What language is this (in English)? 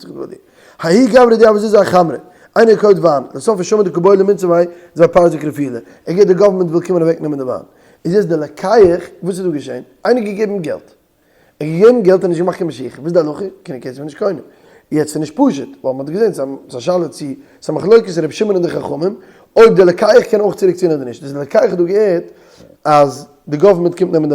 Yiddish